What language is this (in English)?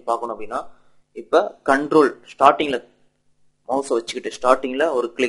Tamil